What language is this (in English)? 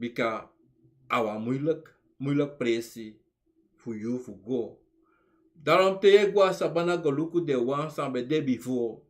Sranan Tongo